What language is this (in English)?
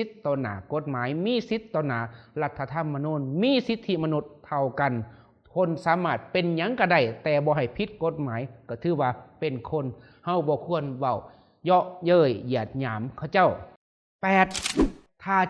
Lao